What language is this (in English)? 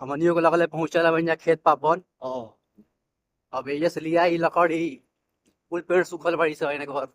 Bhojpuri